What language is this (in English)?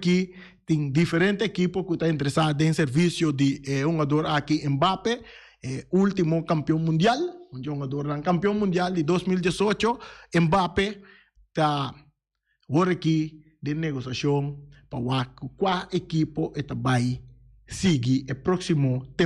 Papiamento